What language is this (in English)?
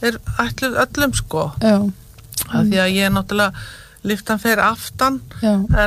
Icelandic